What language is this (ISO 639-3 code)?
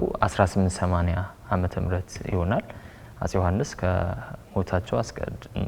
amh